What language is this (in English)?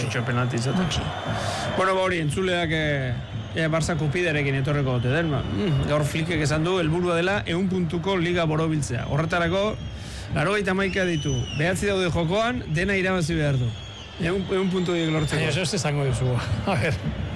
Basque